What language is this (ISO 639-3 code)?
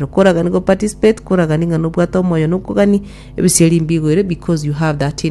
guz